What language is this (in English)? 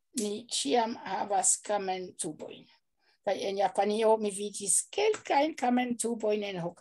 Esperanto